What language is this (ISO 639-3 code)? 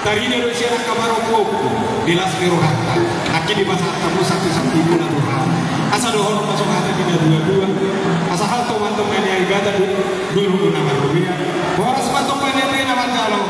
bbc